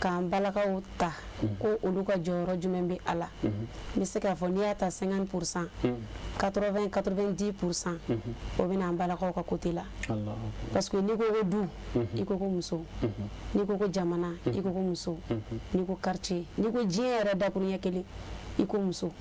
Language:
Bambara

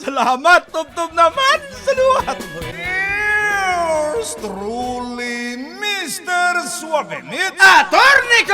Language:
Hiligaynon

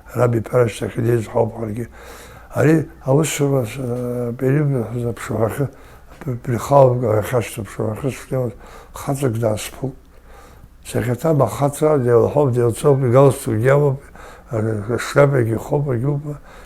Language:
Abkhazian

